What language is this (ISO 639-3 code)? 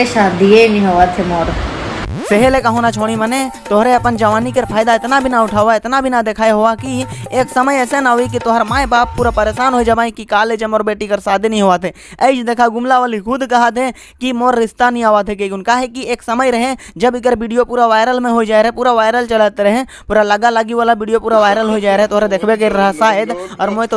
sck